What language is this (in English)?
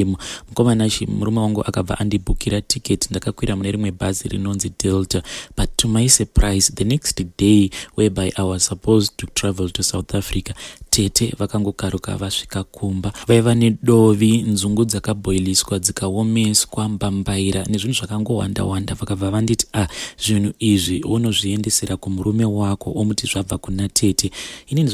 Shona